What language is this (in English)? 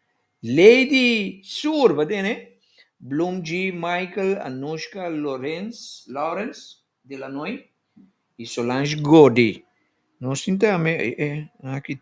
Papiamento